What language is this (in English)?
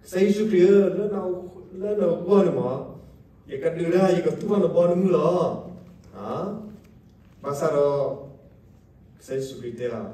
S'gaw Karen